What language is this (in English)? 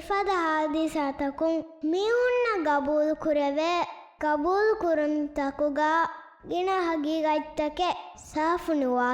Divehi